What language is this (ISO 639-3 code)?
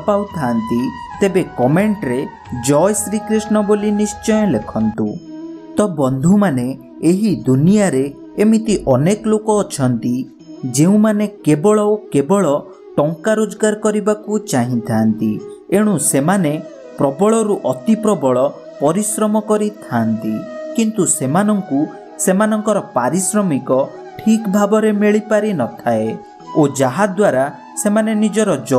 ori